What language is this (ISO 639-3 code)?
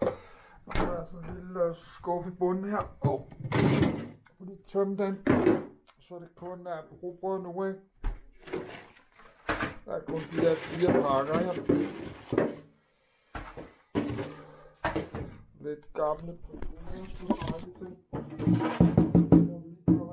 dan